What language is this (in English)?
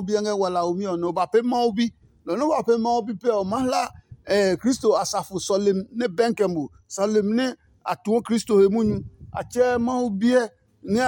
Adangme